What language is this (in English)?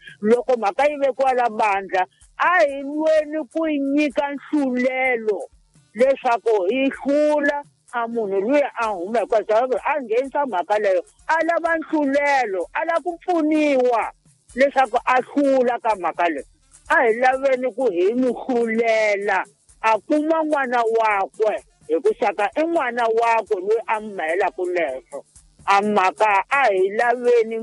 Tsonga